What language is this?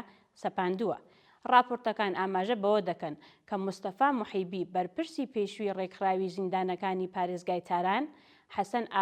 Central Kurdish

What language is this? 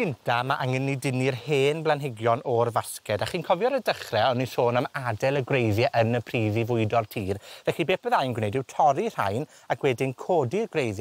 Welsh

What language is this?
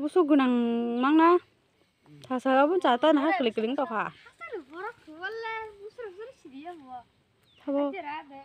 Kok Borok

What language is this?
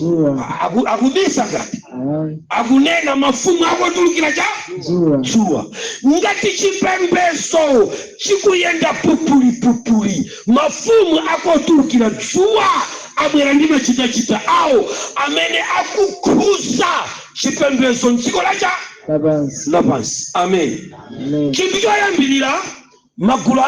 Nyanja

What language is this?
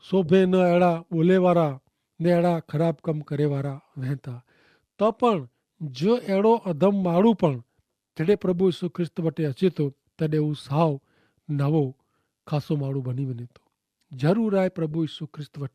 Kachhi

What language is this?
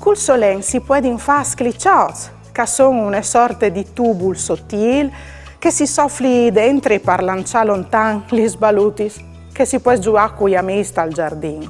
Friulian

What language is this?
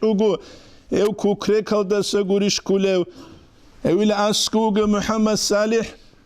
Avaric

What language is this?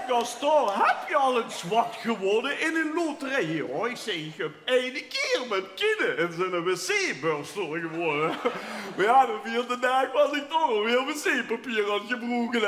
Limburgish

